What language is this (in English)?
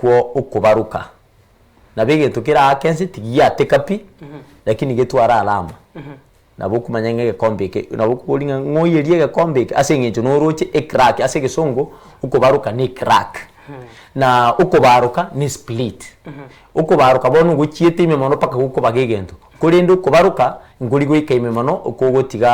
Gusii